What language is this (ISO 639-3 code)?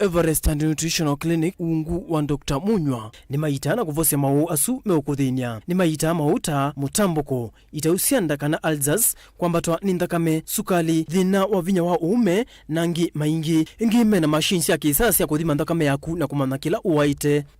kam